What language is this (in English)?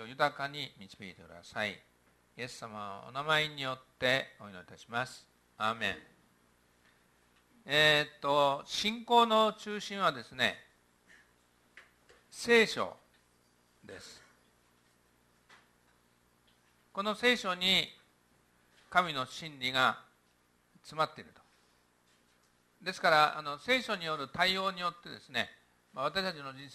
Japanese